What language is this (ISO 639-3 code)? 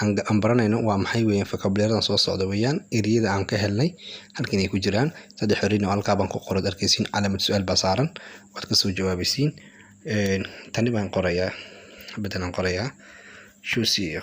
som